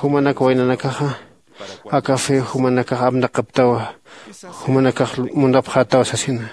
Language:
Aymara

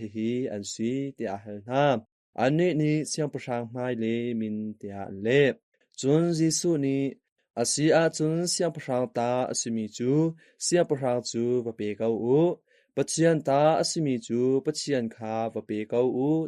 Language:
Hakha Chin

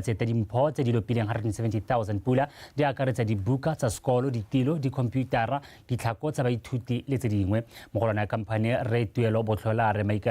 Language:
Tswana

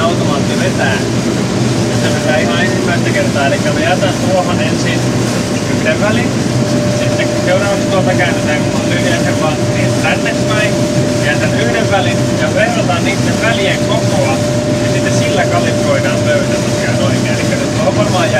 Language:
Finnish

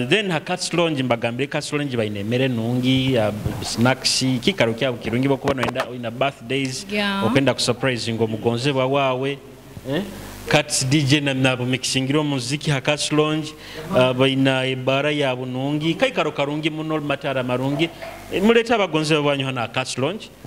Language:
Nyoro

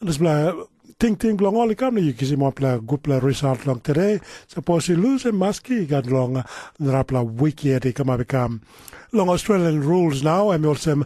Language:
Tok Pisin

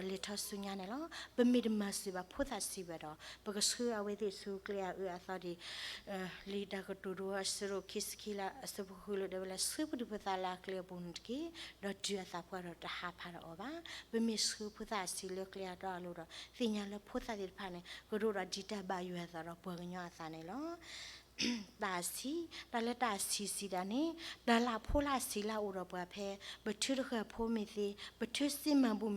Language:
S'gaw Karen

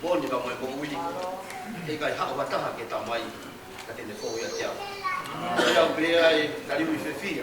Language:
Tongan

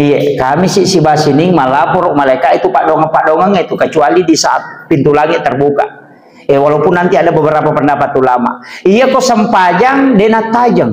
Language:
Buginese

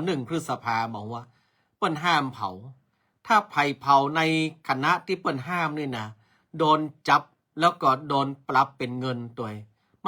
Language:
Northern Thai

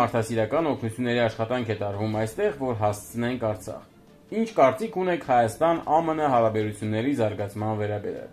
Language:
Armenian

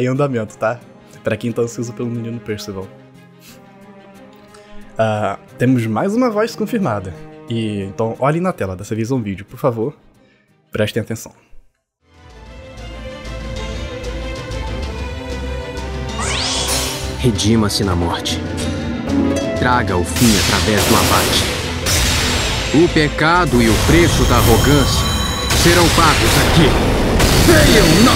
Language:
Portuguese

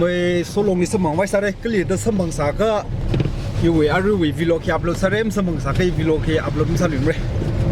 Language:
Tangkhul Naga (India)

